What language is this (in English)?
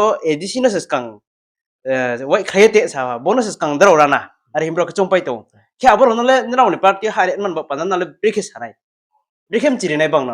Riang (India)